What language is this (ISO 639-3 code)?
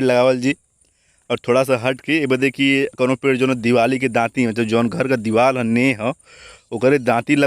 bho